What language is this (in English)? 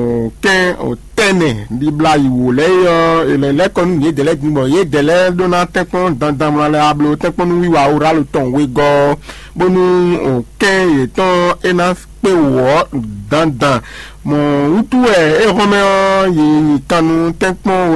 Fon